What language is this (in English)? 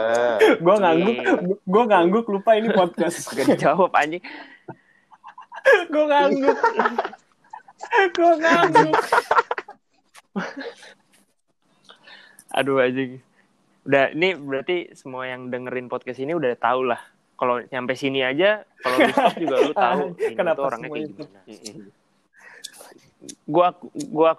Indonesian